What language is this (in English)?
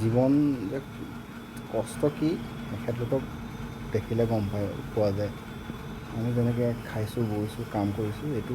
Assamese